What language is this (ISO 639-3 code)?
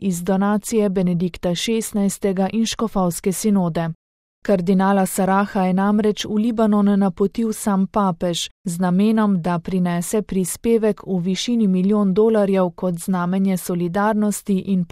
slv